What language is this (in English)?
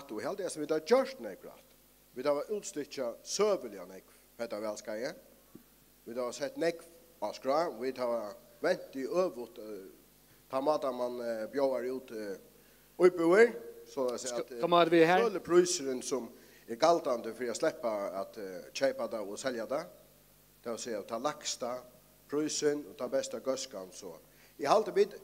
Faroese